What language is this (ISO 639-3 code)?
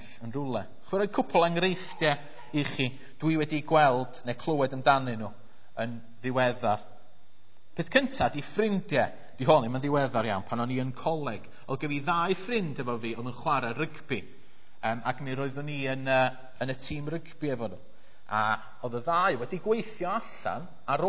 cym